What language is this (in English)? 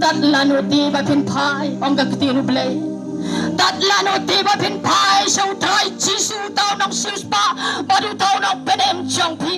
Khasi